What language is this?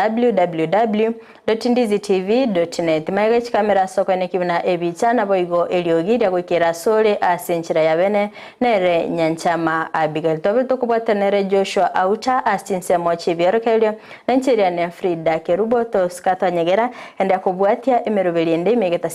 Gusii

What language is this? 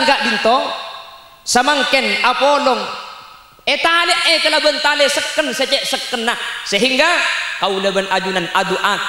Madurese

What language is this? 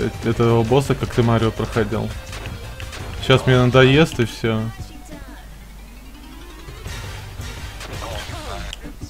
Russian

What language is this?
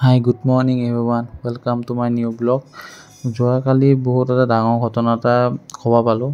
Assamese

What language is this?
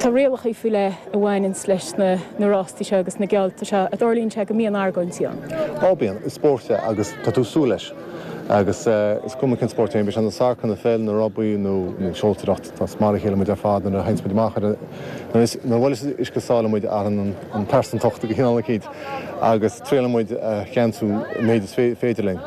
Irish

